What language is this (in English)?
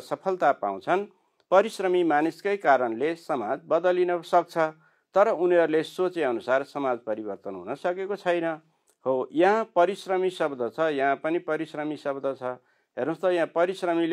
Nepali